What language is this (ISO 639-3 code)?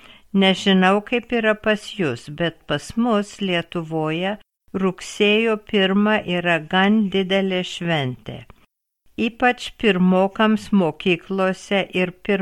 lit